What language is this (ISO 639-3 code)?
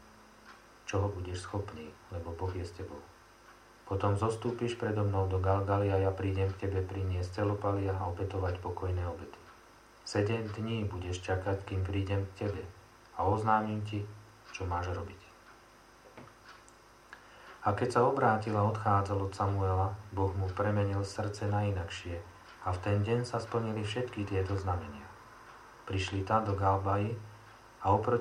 slk